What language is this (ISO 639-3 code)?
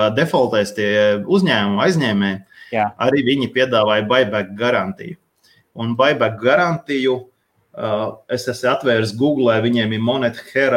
lav